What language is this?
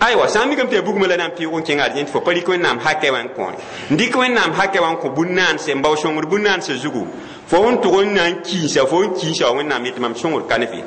Mossi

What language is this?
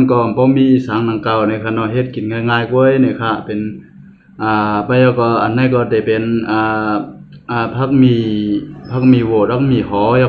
Shan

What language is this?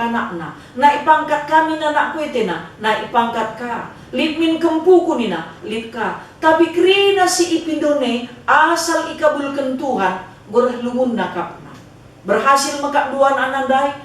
Batak Karo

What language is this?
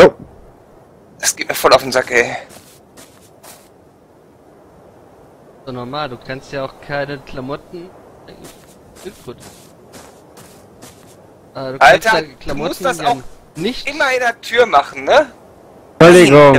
German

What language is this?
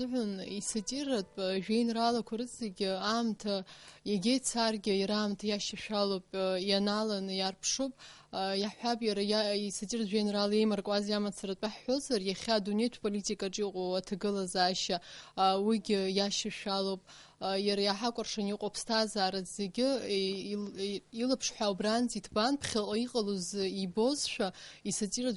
Abkhazian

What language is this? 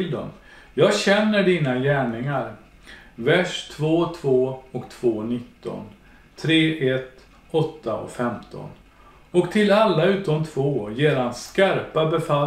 Swedish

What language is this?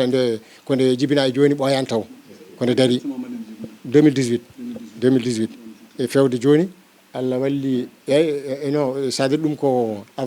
Fula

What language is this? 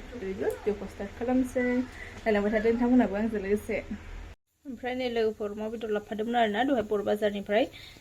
Bodo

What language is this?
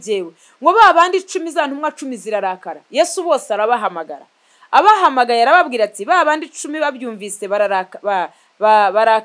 Kinyarwanda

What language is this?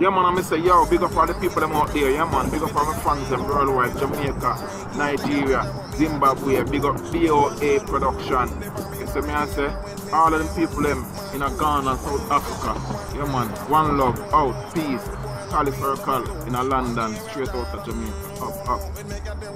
Jamaican Creole English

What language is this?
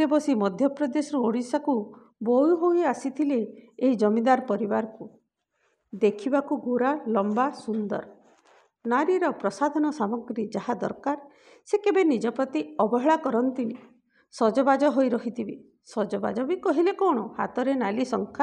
Odia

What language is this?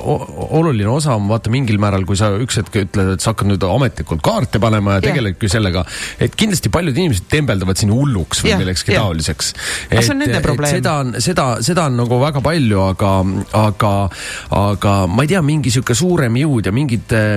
Estonian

